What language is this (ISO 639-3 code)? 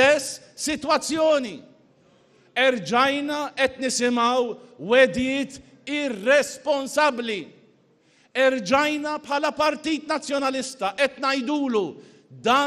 mlt